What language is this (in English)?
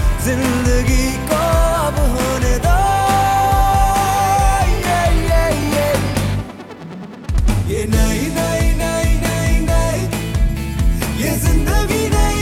Hindi